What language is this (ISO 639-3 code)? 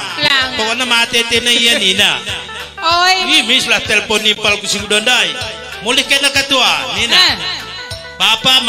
btx